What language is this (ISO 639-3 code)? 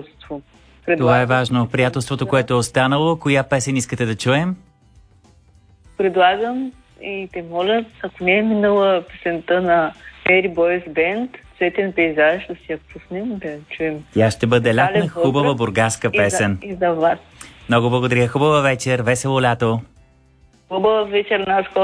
bul